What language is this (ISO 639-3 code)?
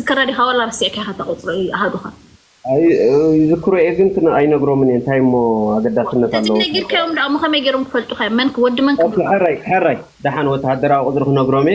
tir